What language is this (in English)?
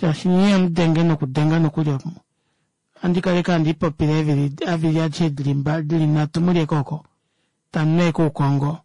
Kuanyama